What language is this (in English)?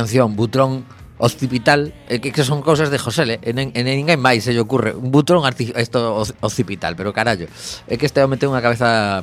Galician